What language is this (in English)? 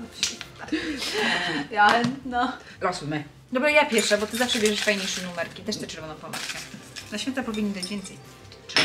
Polish